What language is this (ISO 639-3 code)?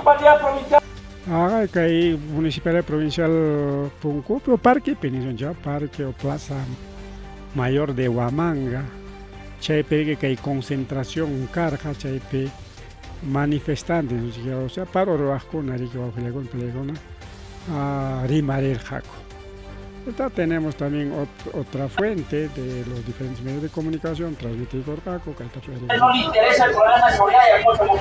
quy